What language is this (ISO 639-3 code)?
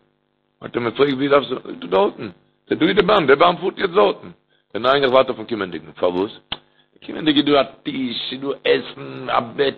yid